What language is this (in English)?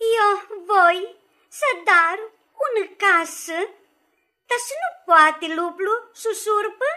Aromanian